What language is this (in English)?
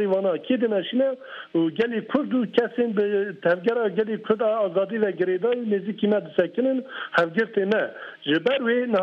Kurdish